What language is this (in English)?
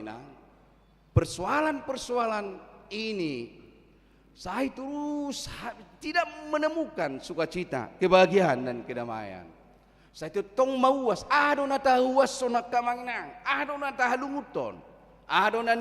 Batak Toba